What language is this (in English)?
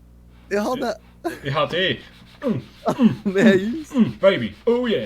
Swiss German